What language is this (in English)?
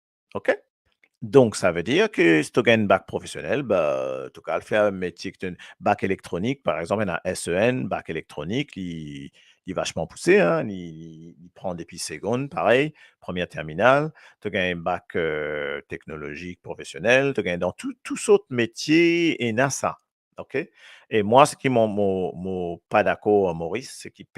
Morisyen